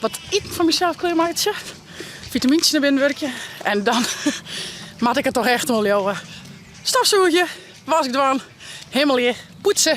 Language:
Western Frisian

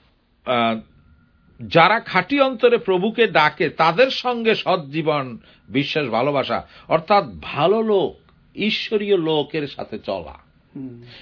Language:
Bangla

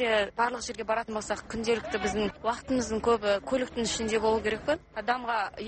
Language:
Kazakh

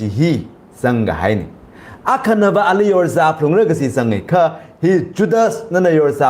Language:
Tangkhul Naga (India)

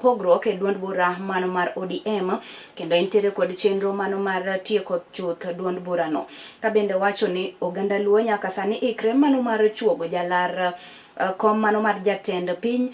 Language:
Luo (Kenya and Tanzania)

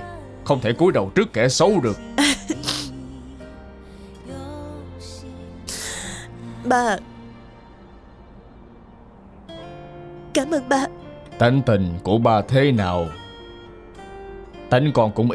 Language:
Vietnamese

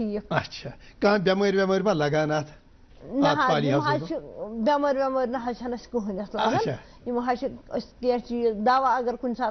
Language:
Kashmiri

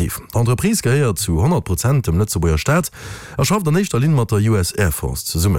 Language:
Luxembourgish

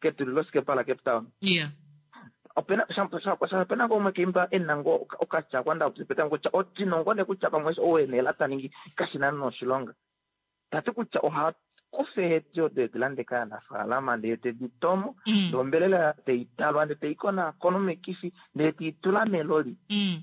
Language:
Kuanyama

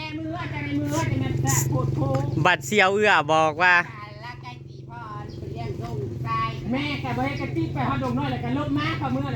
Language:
Northeastern Thai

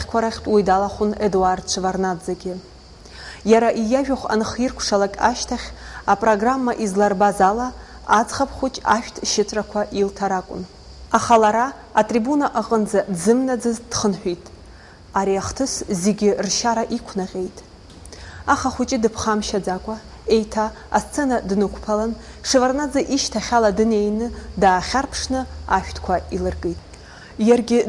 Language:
Abkhazian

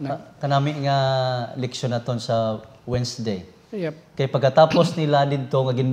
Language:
Hiligaynon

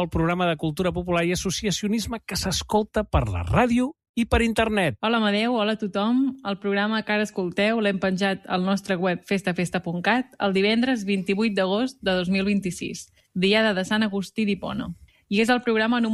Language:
Catalan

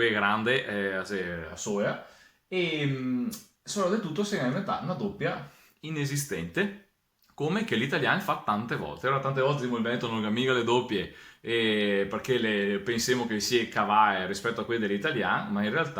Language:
Venetian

